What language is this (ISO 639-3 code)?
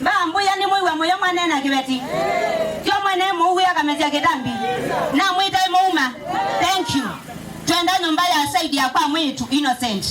kam